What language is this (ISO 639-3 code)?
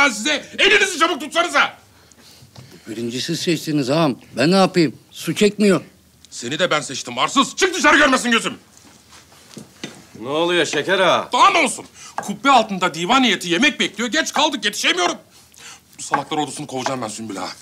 tur